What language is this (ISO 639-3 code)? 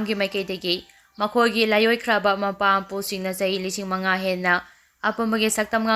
mni